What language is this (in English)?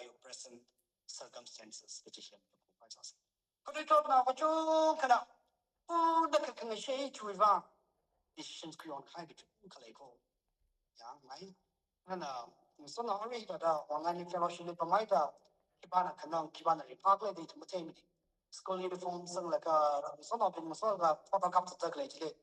Tangkhul Naga (India)